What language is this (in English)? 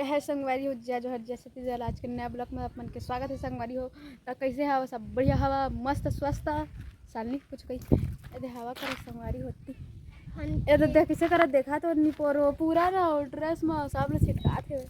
Chhattisgarhi